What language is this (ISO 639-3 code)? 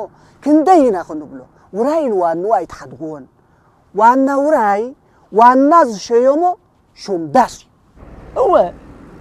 tir